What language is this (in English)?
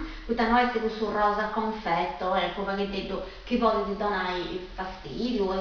Sardinian